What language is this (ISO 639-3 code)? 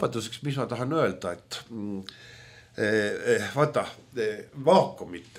est